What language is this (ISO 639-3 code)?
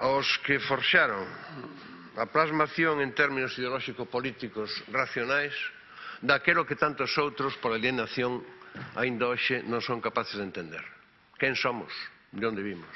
glg